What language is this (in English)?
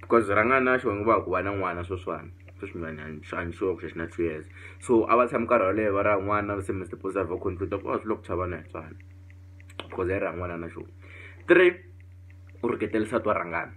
Tsonga